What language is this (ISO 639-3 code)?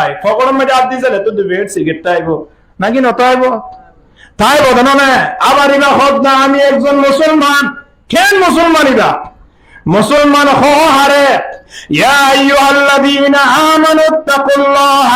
rhg